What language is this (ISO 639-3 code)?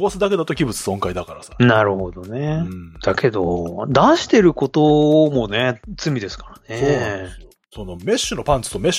jpn